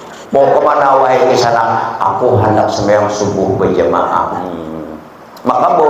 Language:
Banjar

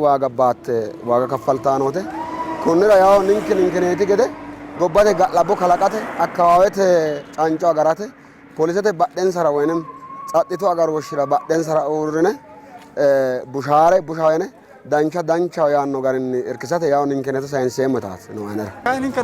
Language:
Sidamo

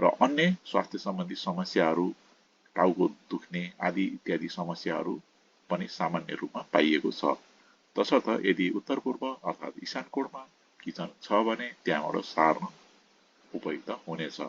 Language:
Nepali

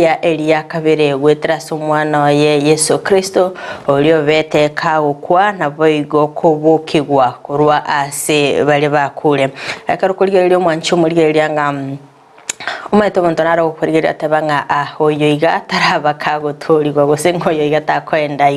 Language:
Gusii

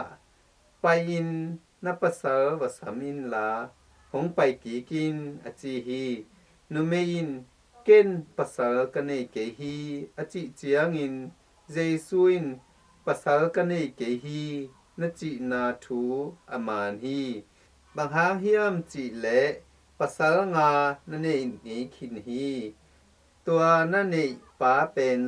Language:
Tedim Chin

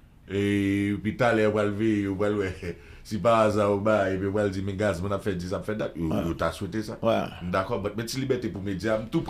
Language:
Haitian Creole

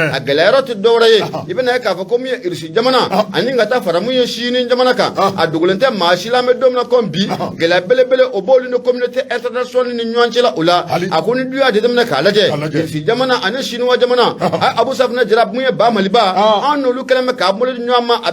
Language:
Bambara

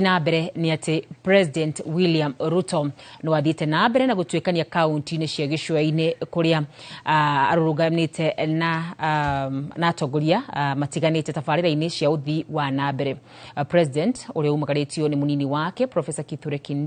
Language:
Kikuyu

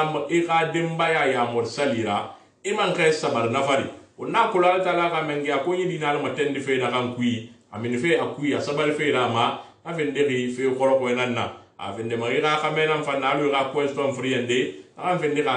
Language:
Susu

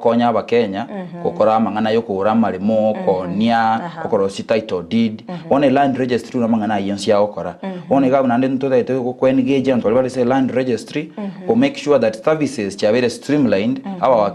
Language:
Gusii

